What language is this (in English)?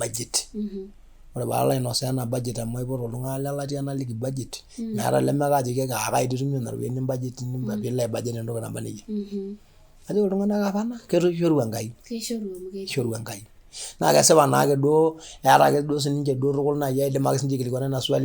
Masai